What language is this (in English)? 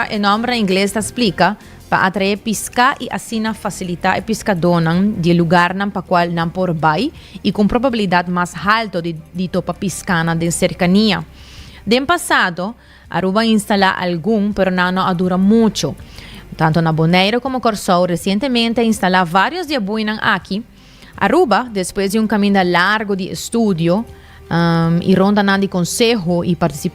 Papiamento